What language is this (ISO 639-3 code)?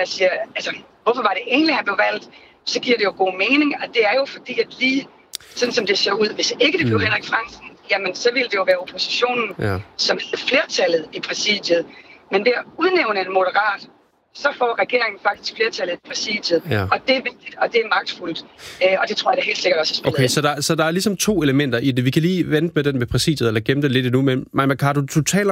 dan